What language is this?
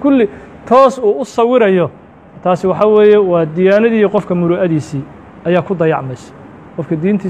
Somali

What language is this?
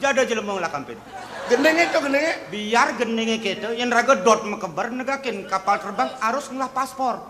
Balinese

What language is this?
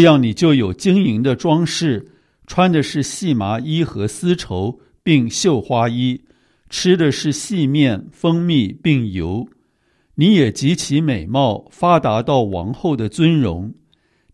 Chinese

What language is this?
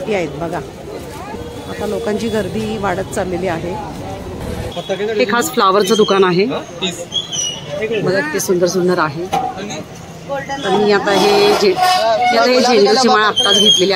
Marathi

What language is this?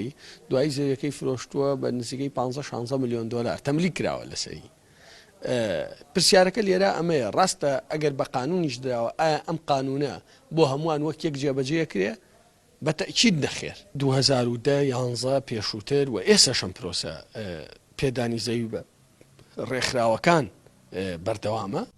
Central Kurdish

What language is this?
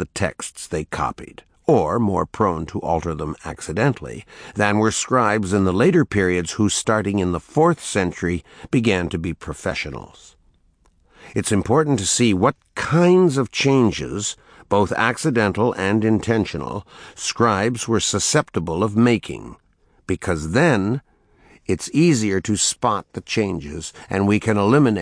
English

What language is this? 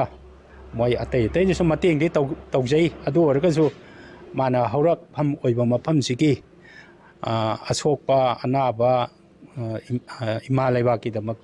Manipuri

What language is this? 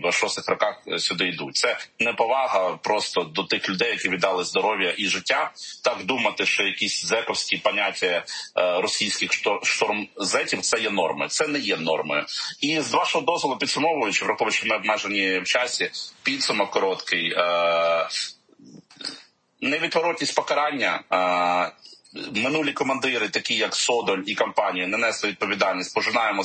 Ukrainian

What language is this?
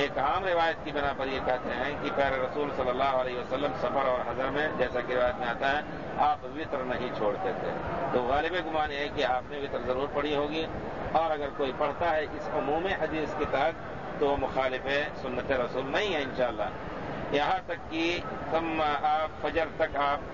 Urdu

